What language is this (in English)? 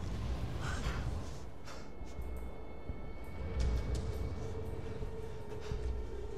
Hungarian